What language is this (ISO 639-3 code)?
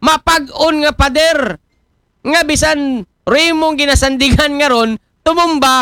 akl